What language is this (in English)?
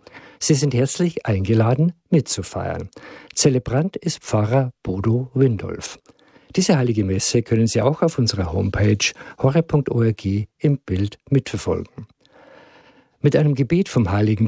German